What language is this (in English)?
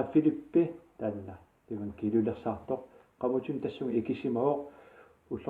Kalaallisut